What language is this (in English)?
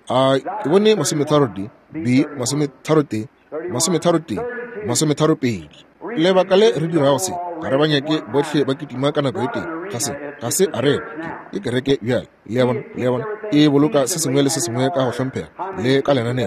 Northern Sotho